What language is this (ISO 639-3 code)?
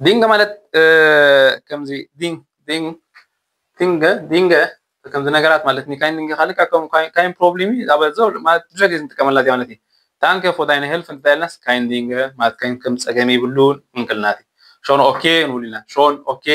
tir